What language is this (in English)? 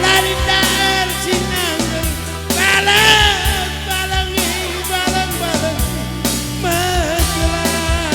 Batak Karo